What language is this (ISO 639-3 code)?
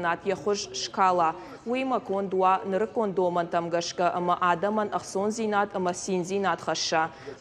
oss